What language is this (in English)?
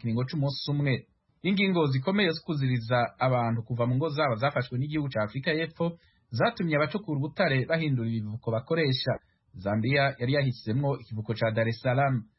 Kinyarwanda